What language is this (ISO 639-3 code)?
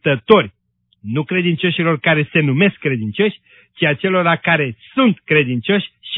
ron